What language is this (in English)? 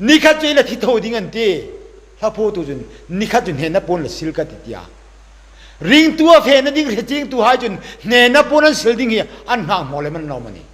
Hmar